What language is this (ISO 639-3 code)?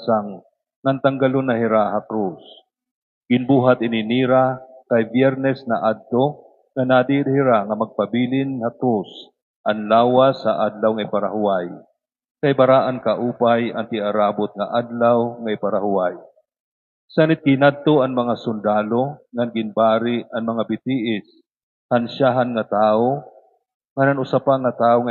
war